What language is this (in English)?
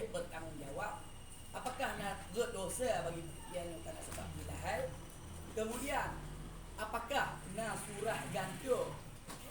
Achinese